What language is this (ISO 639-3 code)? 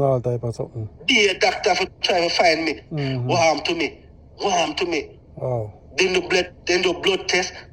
jam